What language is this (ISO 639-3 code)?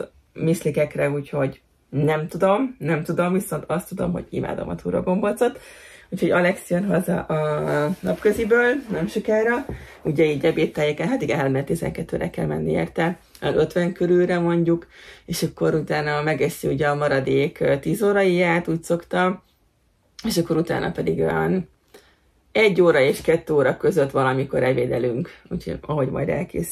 hun